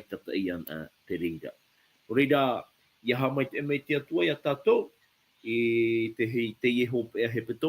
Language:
Tahitian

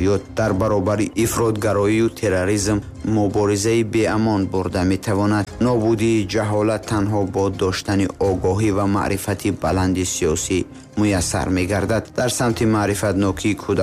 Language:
Tajik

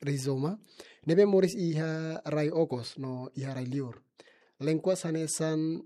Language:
Tetum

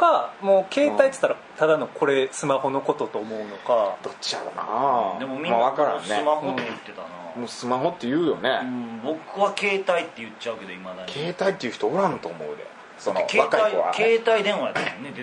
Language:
Japanese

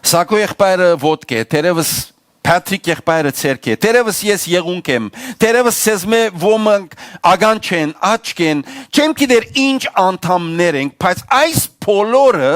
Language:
Western Armenian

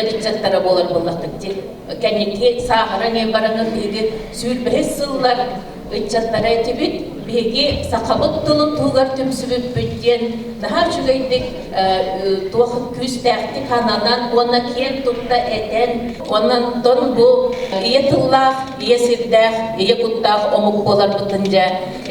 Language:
Yakut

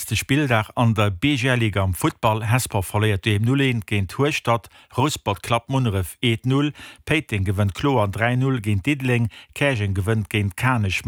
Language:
Luxembourgish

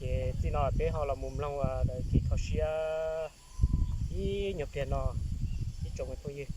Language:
Hmong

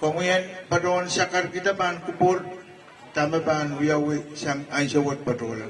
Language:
Pohnpeian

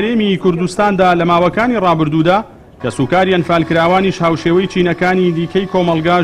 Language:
Central Kurdish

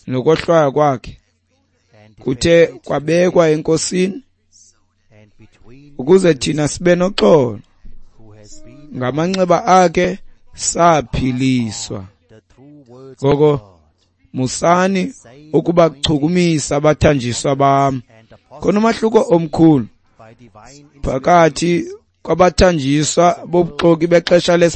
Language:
Xhosa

